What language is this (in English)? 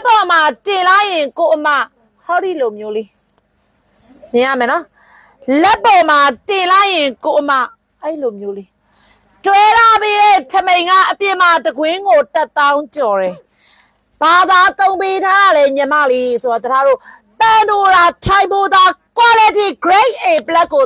Burmese